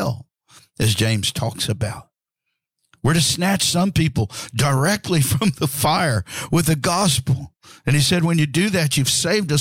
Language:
English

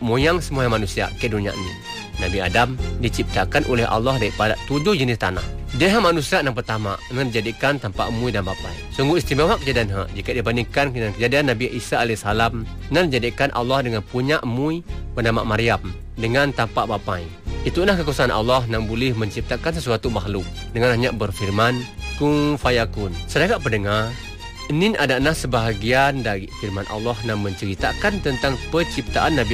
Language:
Malay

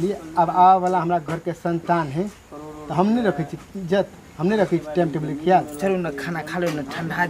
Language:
Maithili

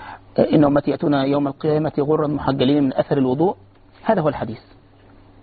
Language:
Arabic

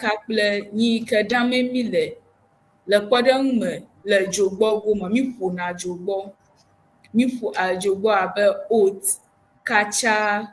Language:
Ewe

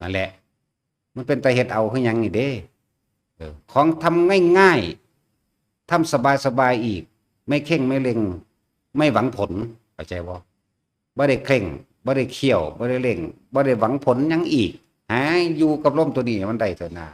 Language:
Northeastern Thai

